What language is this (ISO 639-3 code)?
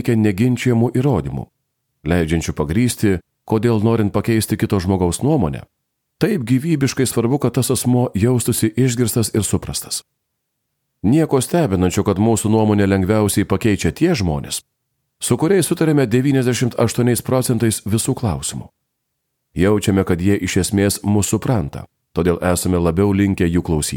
lit